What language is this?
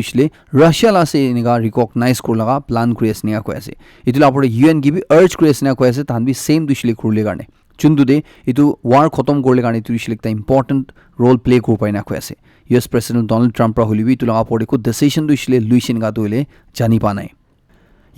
Naga Pidgin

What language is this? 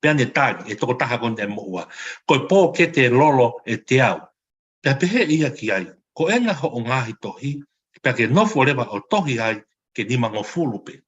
Tongan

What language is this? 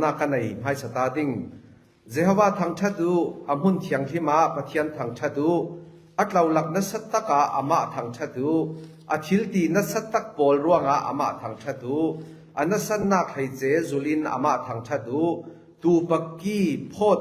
Falam Chin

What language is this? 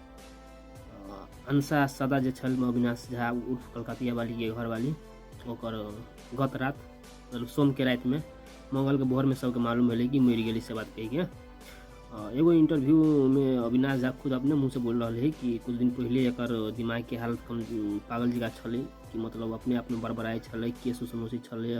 Maithili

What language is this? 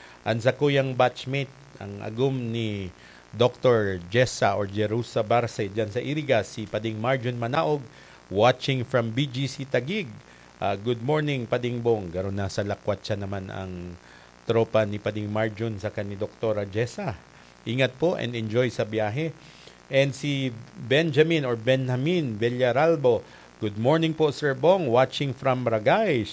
Bikol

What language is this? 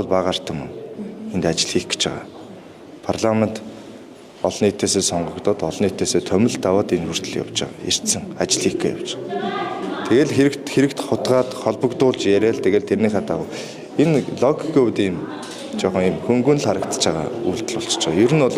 Mongolian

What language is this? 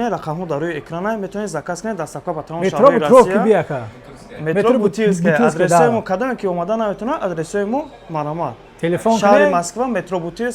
Tajik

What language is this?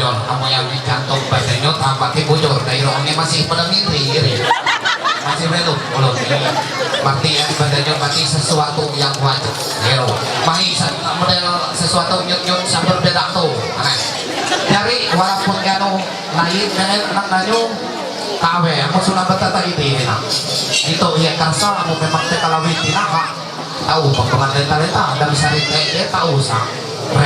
Ma'anyan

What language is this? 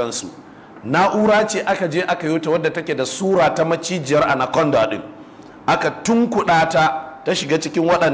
Hausa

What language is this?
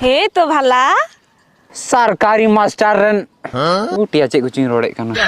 Santali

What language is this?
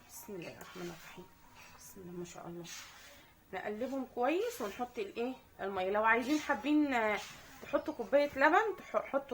Egyptian Arabic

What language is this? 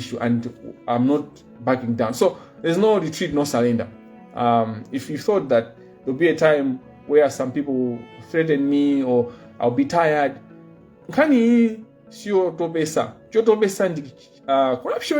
Nyanja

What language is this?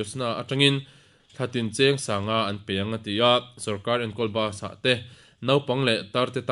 Mizo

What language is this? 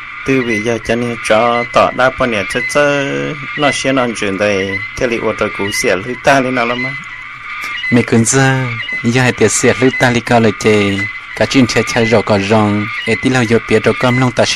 Hmong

